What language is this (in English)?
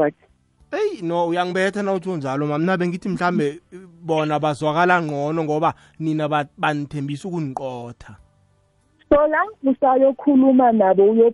South Ndebele